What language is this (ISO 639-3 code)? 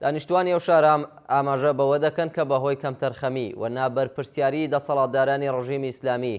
ckb